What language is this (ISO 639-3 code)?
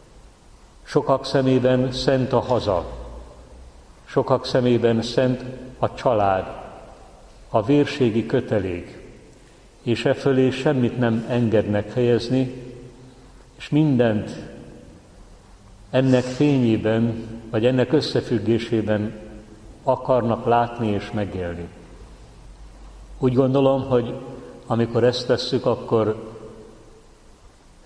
hun